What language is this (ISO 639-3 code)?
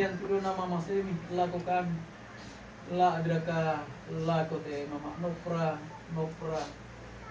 sda